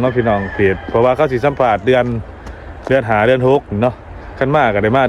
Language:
Lao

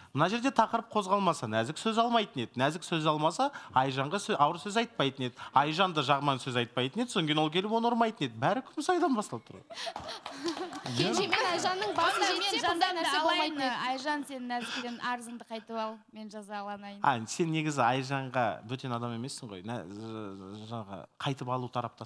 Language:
Kazakh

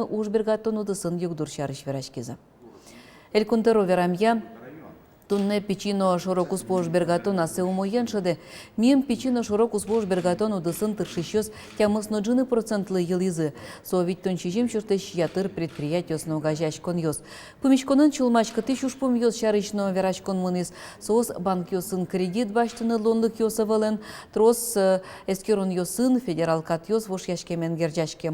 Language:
Udmurt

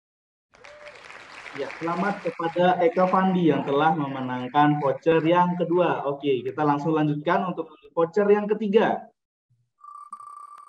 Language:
Indonesian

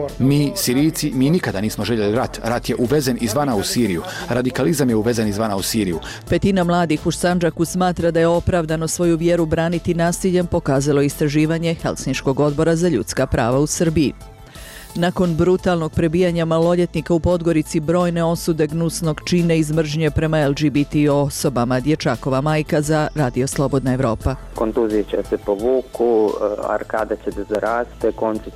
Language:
Bosnian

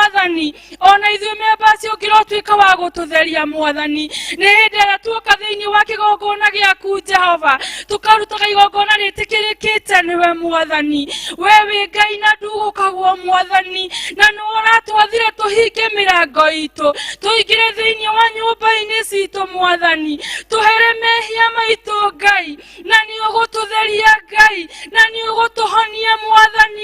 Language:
Kikuyu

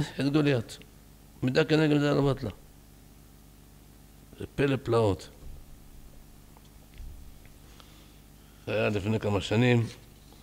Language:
Hebrew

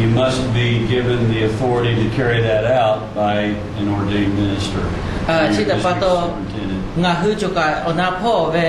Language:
Lahu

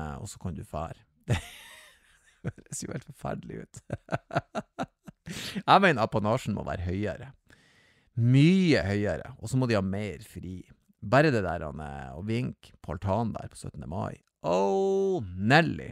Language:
Norwegian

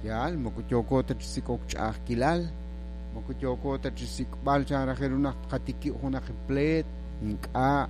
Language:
Kekchí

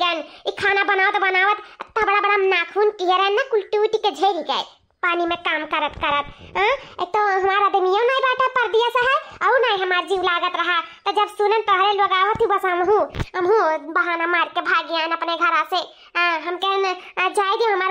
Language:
Awadhi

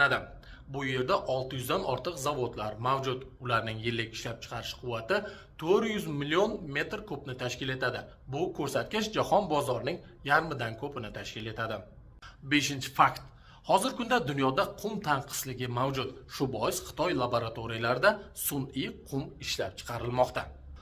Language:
Uzbek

